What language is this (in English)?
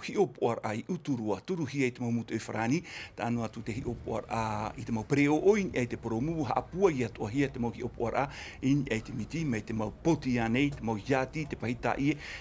Tahitian